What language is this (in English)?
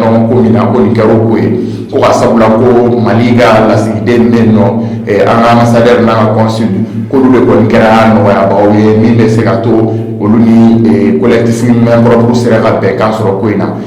Bambara